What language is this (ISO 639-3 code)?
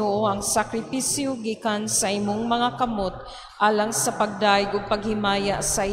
ceb